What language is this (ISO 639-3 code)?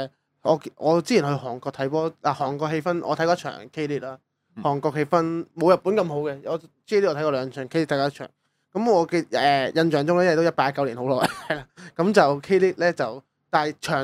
yue